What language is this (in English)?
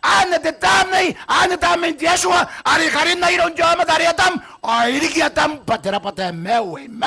Gilbertese